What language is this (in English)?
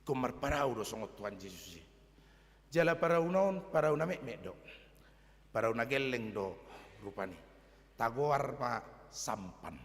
Batak Toba